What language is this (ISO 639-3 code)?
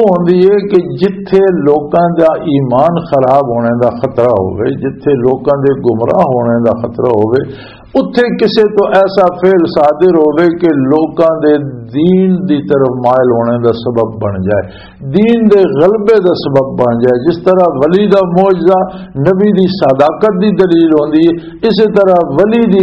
lah